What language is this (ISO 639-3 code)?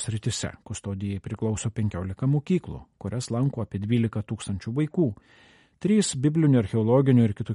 lit